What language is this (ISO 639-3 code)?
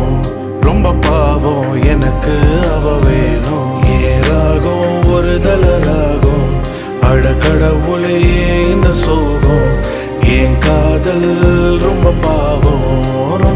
tam